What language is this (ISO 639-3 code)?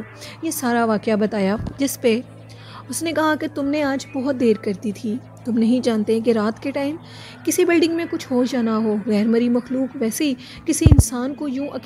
hin